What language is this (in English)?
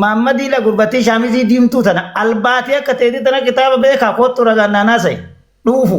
Oromo